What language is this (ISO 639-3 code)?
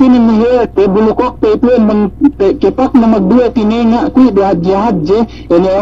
yka